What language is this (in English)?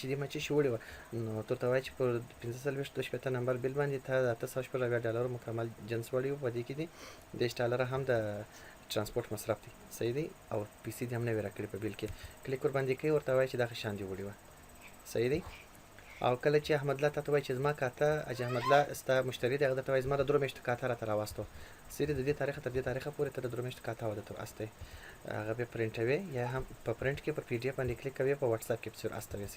Pashto